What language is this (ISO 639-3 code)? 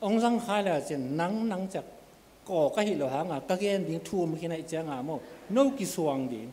ctd